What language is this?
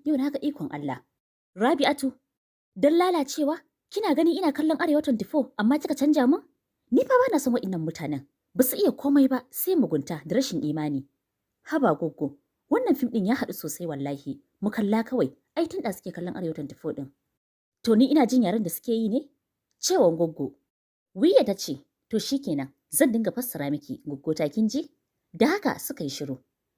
Hausa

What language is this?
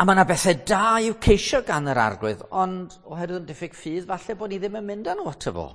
Welsh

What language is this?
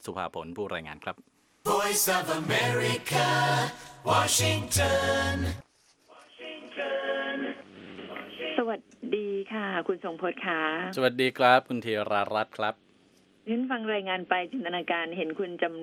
Thai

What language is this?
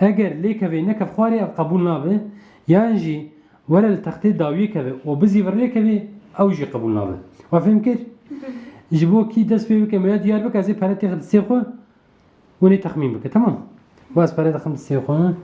Kurdish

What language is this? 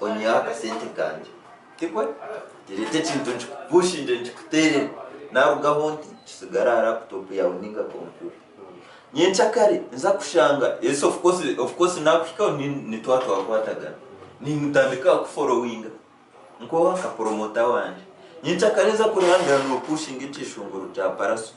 Nyankole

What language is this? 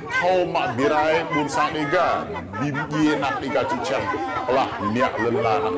Rade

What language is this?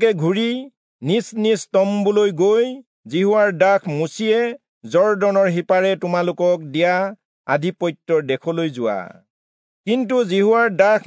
Assamese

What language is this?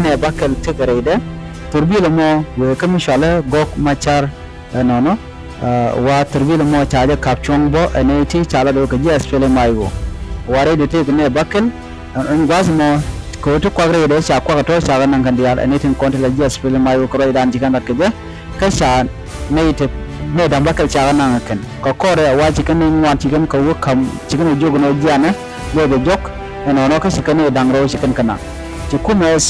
Nuer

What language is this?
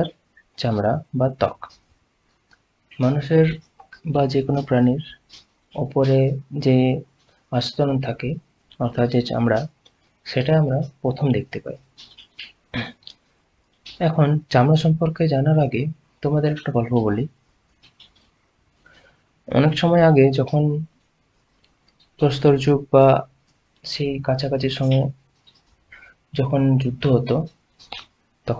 Bangla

